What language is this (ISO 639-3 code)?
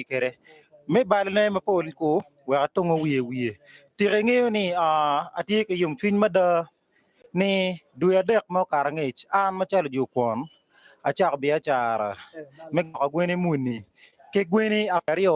ach